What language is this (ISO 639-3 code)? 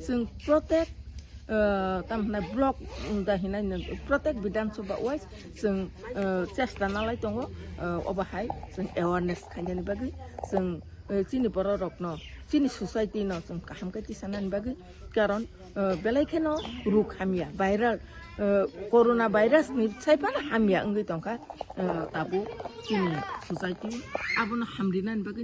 trp